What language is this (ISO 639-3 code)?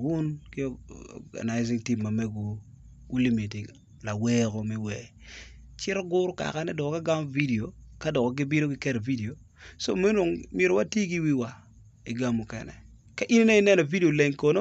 ach